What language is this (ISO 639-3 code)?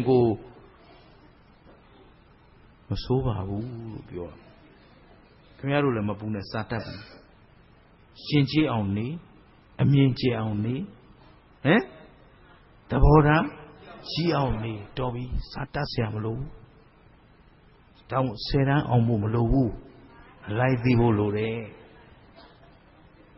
mya